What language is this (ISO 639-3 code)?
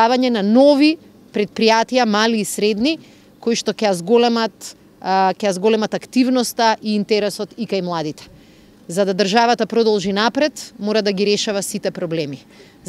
mkd